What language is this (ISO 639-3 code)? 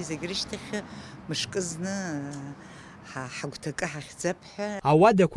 abk